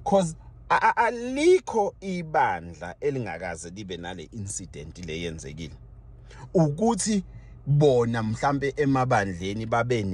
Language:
Zulu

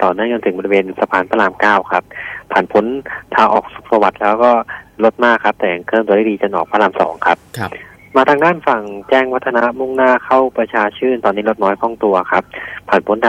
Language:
Thai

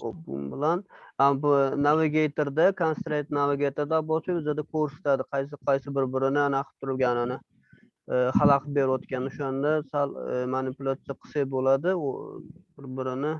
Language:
Uzbek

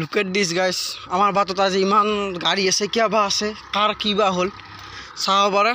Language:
Assamese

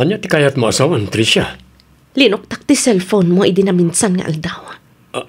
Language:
Iloko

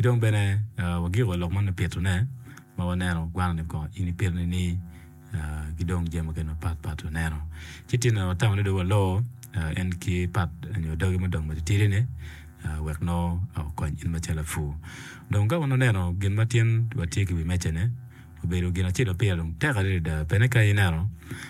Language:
Acoli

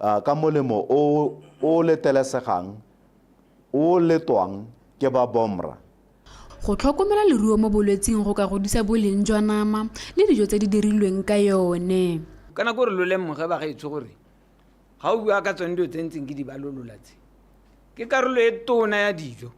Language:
Tswana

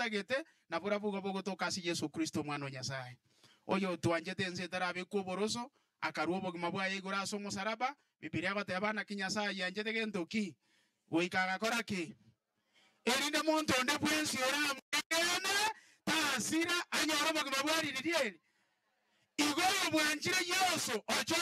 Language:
Gusii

